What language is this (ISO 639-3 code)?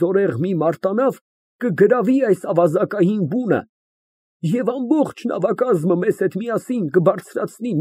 hye